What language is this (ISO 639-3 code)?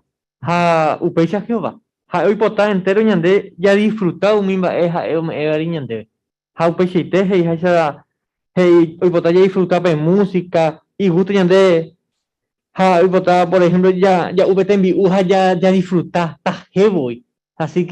grn